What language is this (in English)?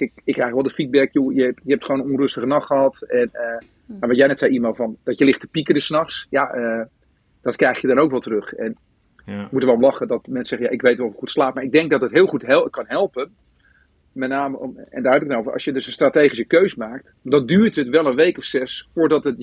Dutch